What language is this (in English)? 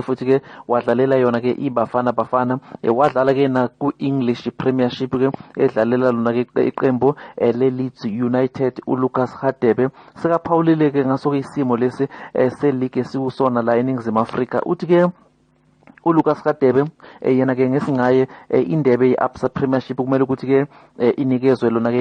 Zulu